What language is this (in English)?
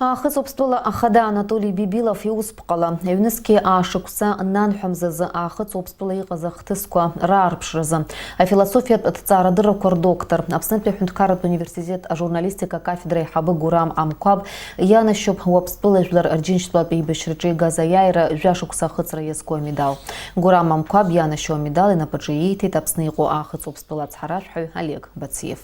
Abkhazian